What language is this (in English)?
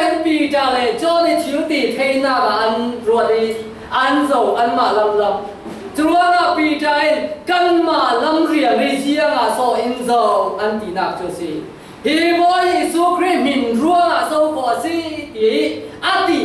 Falam Chin